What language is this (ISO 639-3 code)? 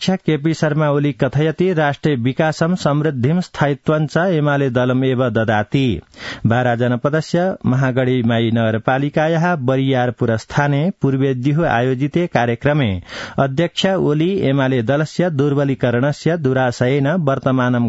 san